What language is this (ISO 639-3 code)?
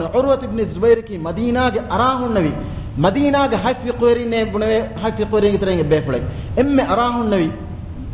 div